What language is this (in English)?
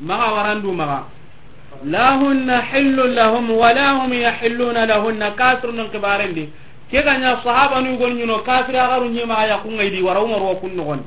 Soninke